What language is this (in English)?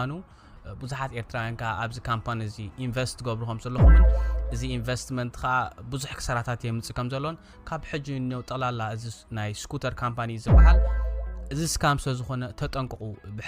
Tigrinya